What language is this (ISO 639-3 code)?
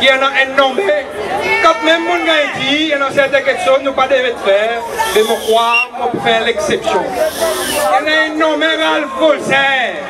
crs